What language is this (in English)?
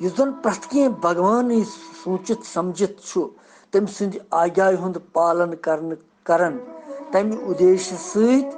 Kashmiri